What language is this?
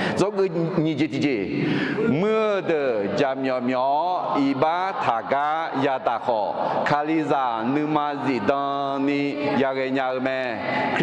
Akha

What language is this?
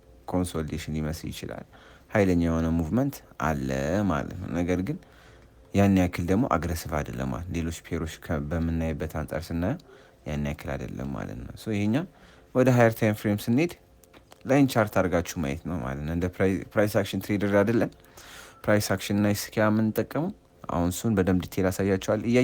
Amharic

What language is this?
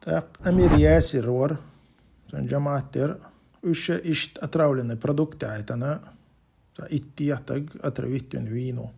Chechen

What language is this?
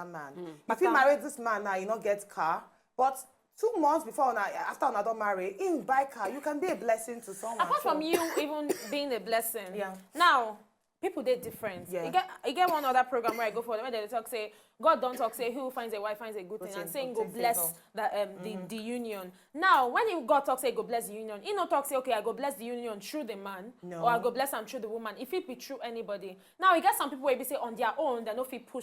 Nigerian Pidgin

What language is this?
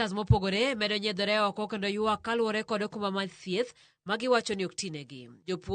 Luo (Kenya and Tanzania)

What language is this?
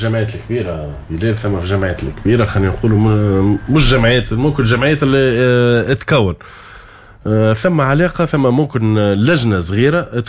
Tunisian Arabic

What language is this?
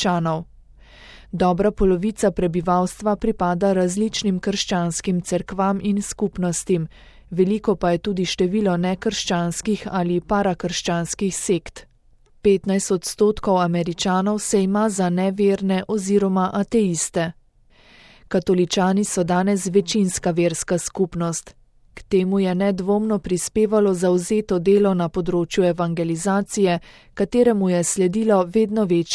Slovenian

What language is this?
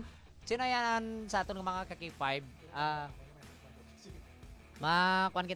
Hiligaynon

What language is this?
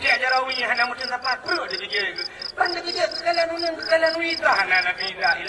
Achinese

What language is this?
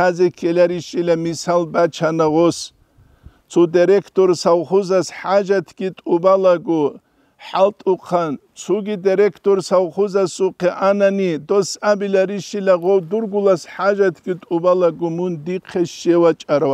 Avaric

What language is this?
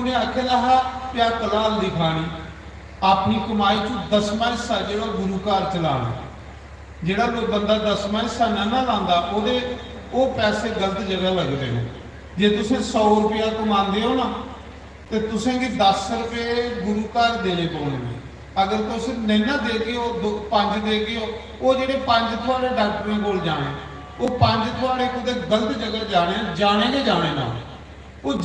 Dogri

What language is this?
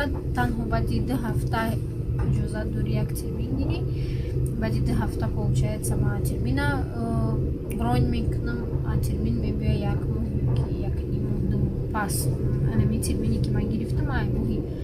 Tajik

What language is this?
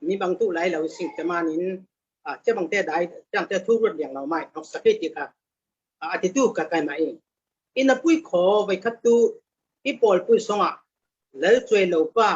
Falam Chin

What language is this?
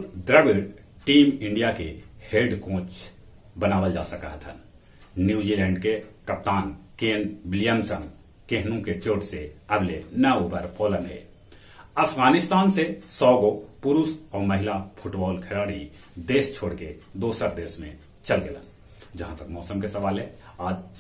Magahi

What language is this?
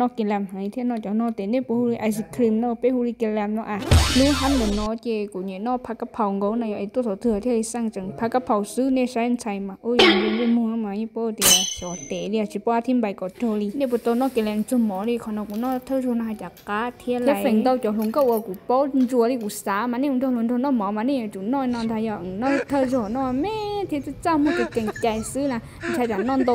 Hmong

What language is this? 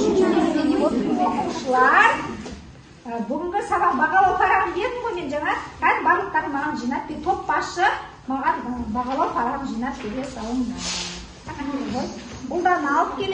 Kazakh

